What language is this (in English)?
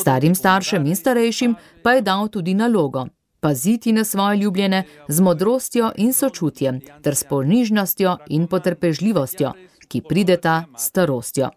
Slovenian